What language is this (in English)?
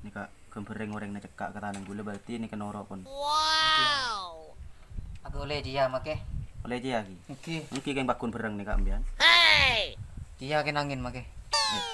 Madurese